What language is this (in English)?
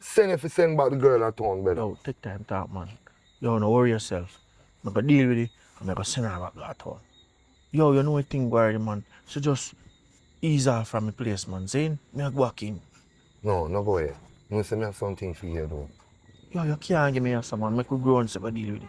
Jamaican Creole English